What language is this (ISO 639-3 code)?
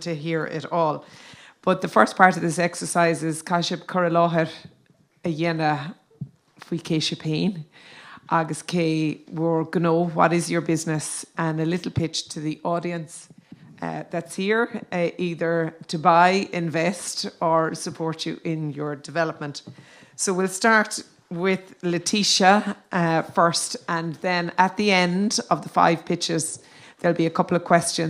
gle